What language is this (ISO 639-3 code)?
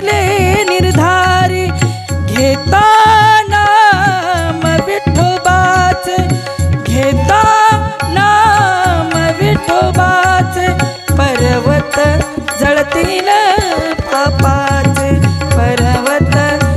mar